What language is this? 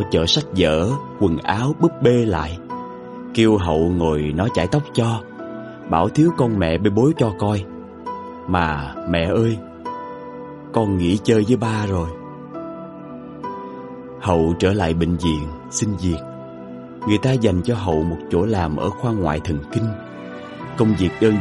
Vietnamese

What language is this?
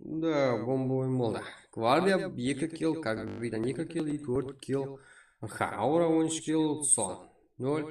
Kara-Kalpak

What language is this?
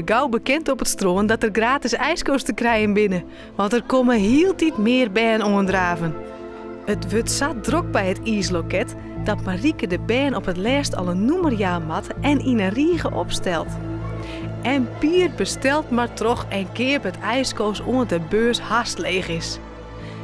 Western Frisian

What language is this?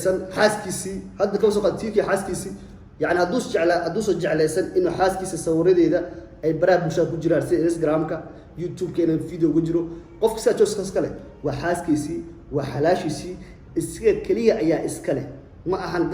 Somali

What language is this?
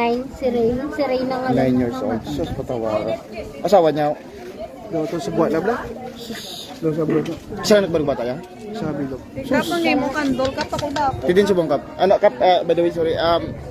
Hiligaynon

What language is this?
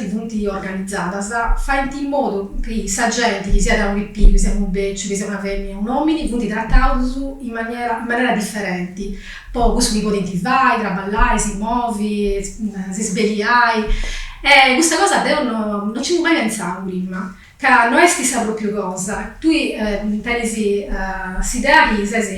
Sardinian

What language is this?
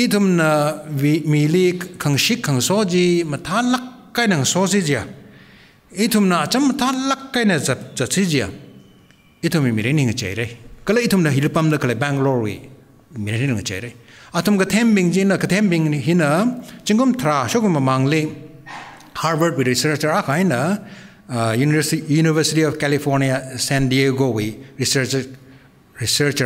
Tangkhul Naga (India)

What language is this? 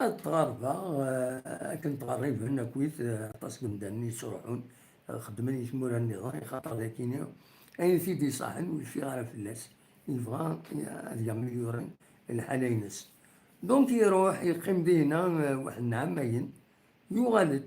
Kabyle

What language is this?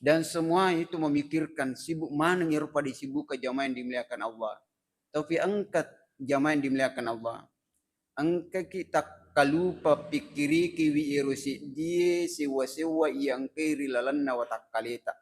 Buginese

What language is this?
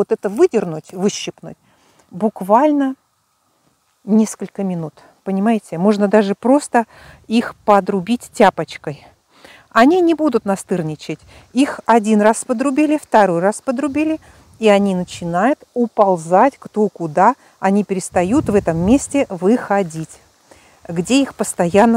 Russian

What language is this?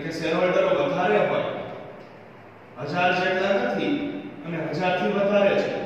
Gujarati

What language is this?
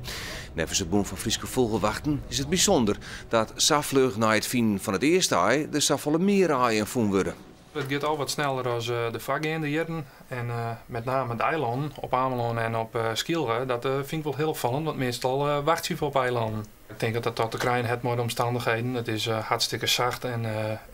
Western Frisian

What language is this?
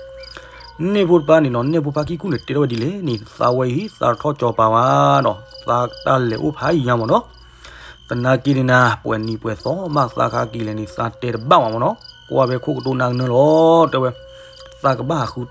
S'gaw Karen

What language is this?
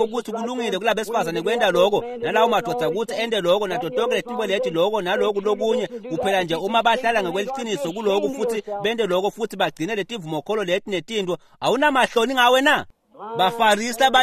Swati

